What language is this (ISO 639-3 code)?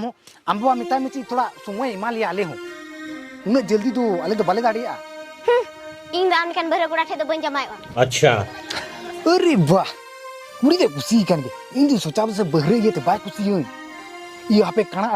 sat